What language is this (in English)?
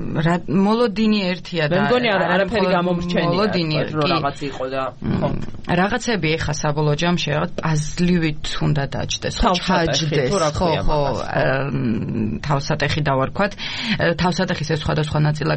Georgian